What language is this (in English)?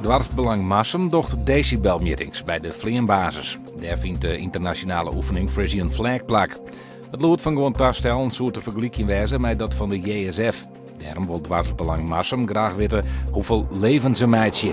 Western Frisian